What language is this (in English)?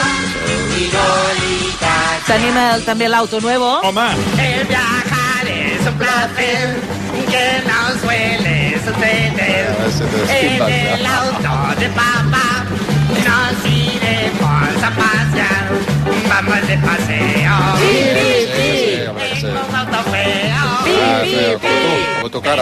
Catalan